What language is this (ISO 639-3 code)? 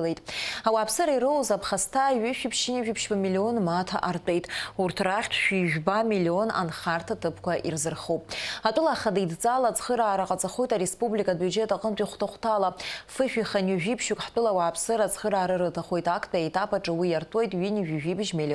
abk